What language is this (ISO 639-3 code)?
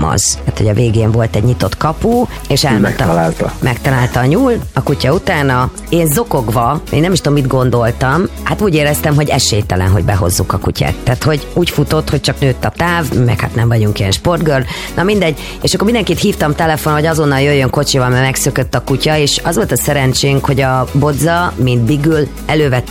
hun